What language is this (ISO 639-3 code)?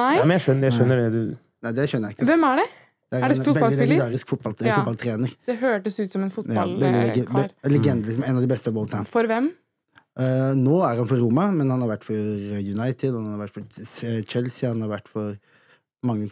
nor